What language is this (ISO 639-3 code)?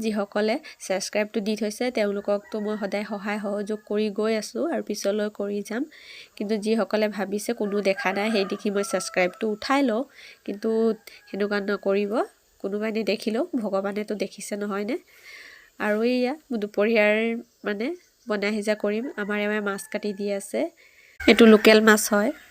asm